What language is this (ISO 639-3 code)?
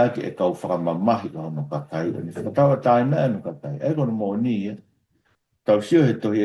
ton